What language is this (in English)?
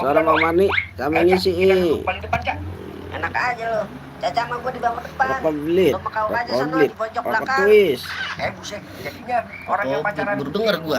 Betawi